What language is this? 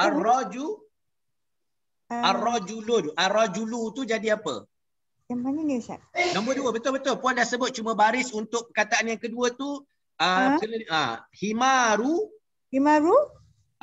Malay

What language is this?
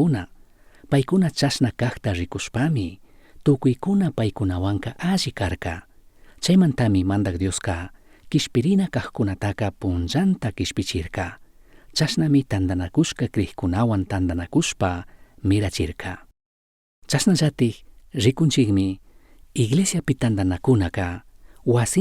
Chimborazo Highland Quichua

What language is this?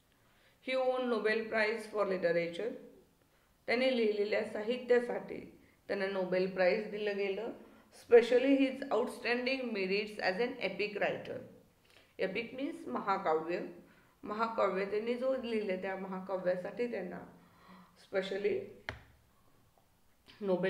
Marathi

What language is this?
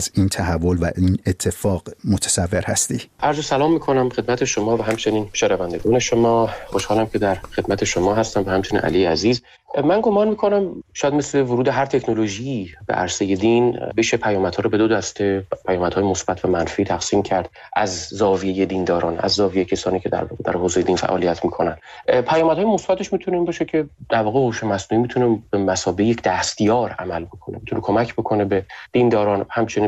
Persian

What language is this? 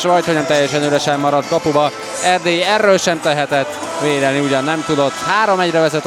Hungarian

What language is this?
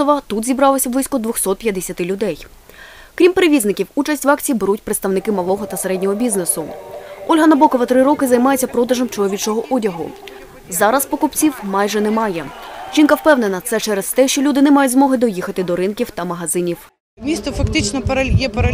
Ukrainian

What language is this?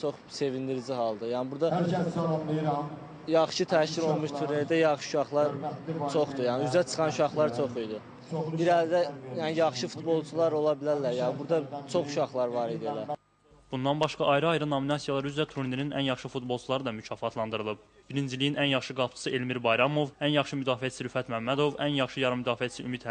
Azerbaijani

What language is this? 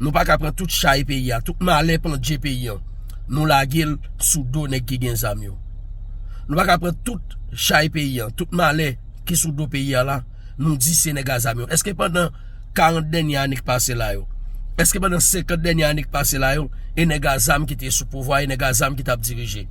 Haitian Creole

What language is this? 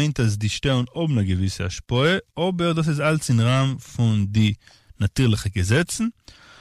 Yiddish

